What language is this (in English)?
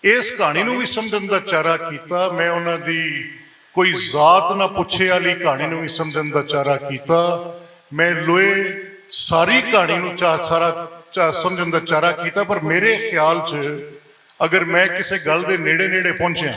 Western Panjabi